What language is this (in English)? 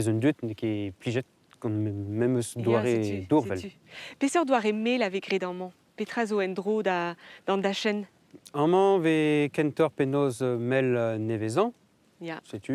Breton